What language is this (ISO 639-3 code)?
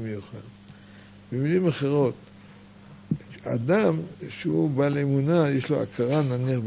heb